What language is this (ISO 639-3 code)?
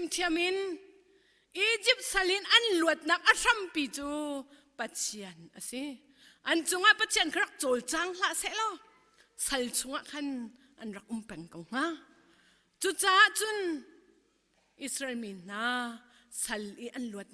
cnh